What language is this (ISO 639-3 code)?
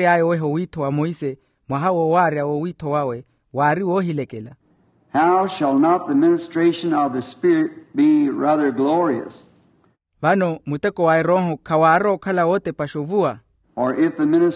vmw